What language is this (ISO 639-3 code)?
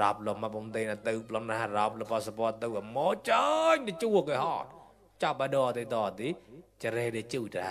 mnw